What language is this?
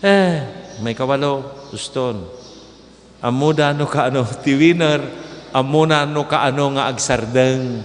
Iloko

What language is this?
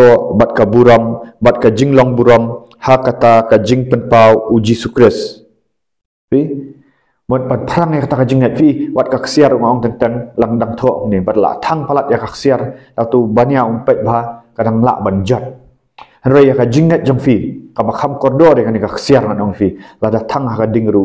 Khasi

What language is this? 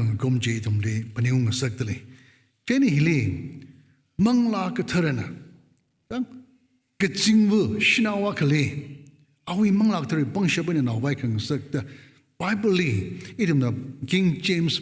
Tangkhul Naga (India)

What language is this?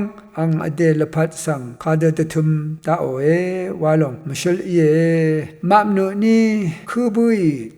Rawang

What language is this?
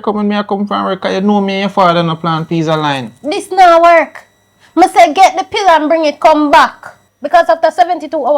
Jamaican Creole English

